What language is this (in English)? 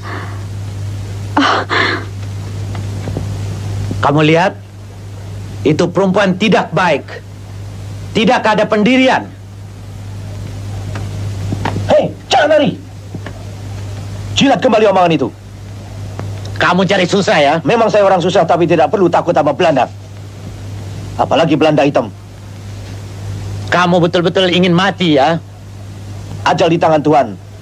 Indonesian